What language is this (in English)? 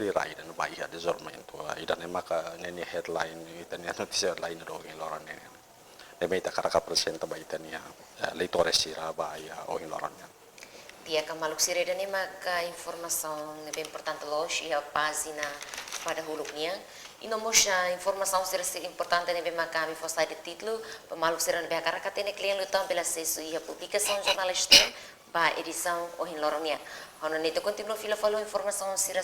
Tetum